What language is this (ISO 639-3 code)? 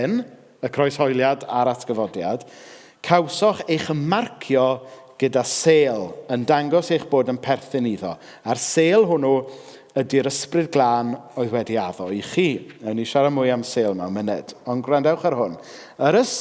cym